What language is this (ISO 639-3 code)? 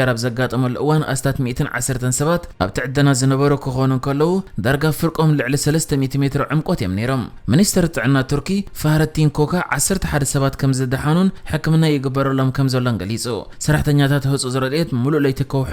tir